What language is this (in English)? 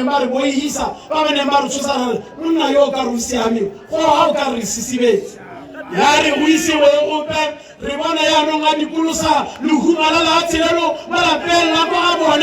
Tswana